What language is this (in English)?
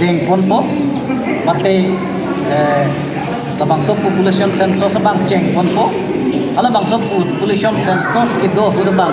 Karbi